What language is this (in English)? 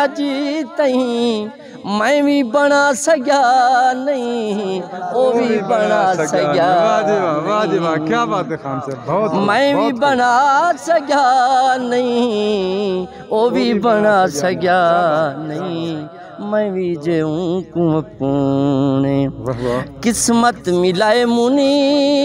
Saraiki